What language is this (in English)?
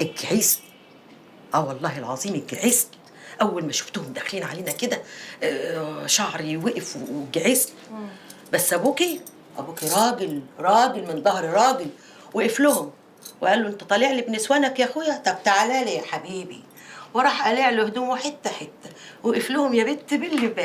Egyptian Arabic